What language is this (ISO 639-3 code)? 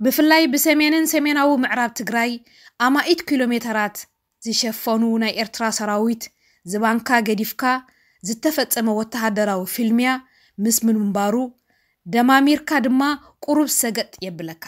tir